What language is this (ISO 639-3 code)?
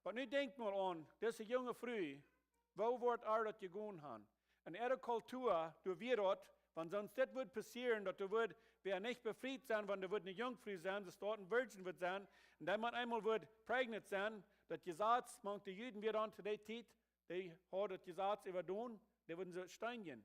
pdt